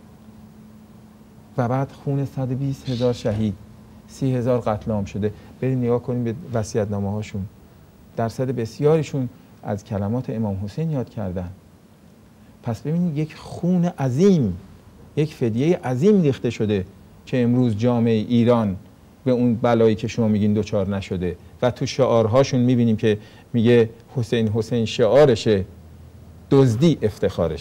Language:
Persian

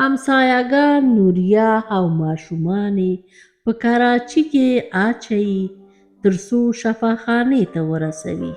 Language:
Pashto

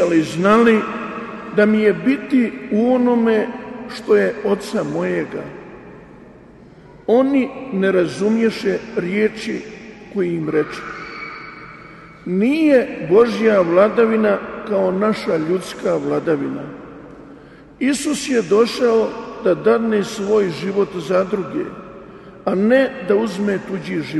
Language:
Croatian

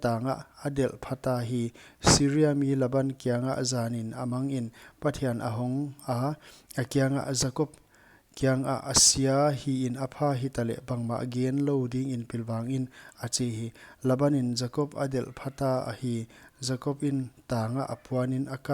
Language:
Paite Chin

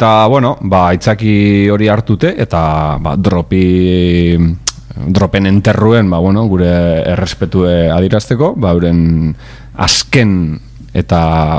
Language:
Basque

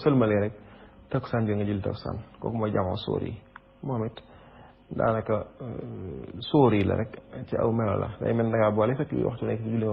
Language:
Wolof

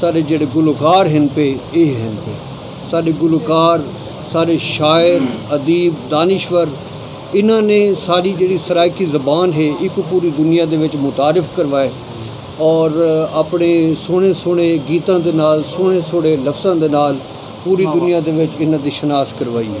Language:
Saraiki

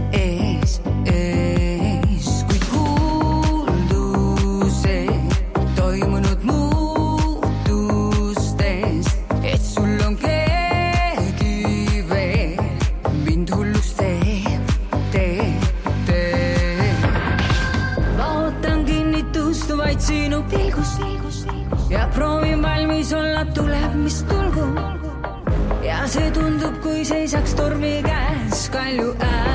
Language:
Estonian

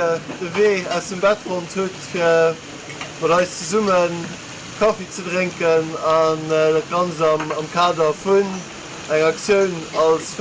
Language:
Luxembourgish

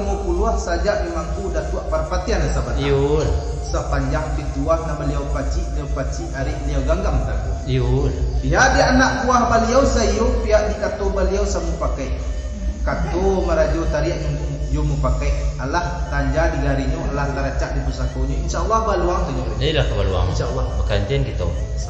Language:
Minangkabau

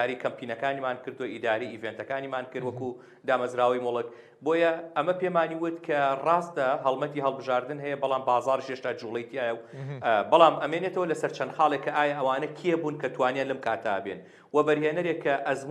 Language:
Central Kurdish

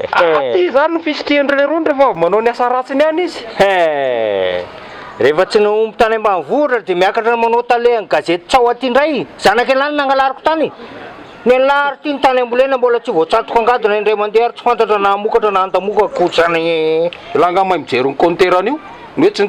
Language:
Malagasy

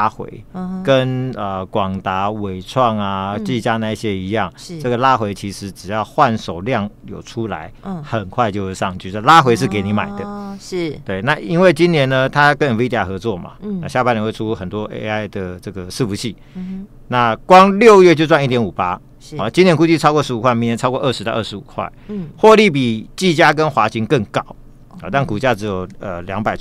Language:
Chinese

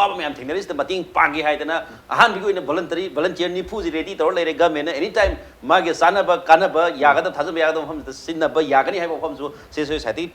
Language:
Manipuri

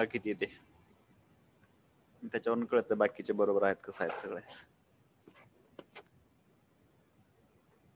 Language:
Marathi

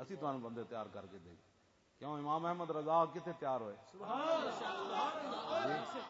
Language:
Western Panjabi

